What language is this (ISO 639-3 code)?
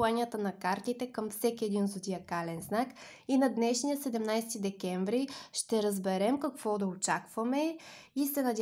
bul